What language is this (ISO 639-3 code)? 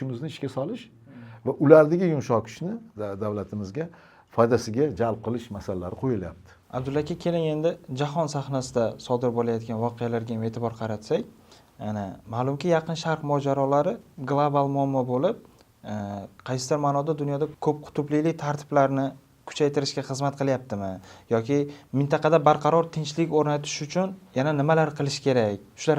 uzb